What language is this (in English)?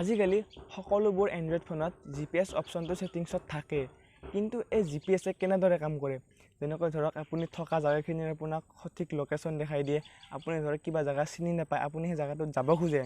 Assamese